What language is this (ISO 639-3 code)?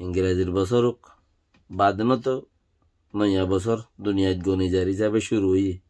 rhg